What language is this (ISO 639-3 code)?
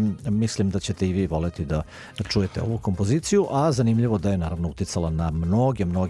srp